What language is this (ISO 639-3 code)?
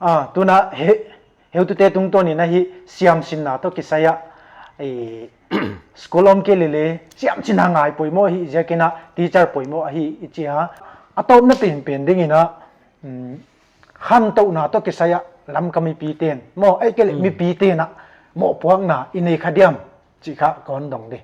pck